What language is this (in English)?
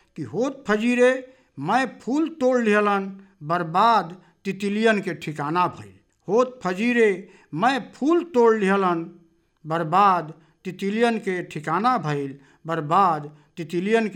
Bhojpuri